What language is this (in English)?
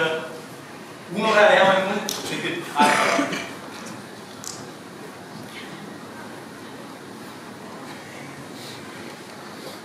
Romanian